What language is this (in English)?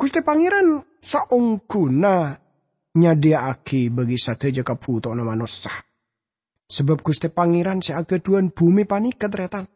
Madurese